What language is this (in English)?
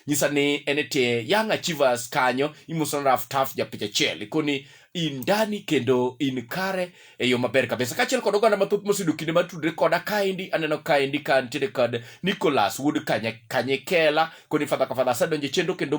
Luo (Kenya and Tanzania)